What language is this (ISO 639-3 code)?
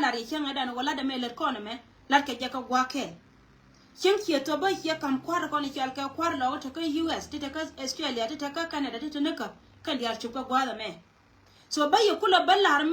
nus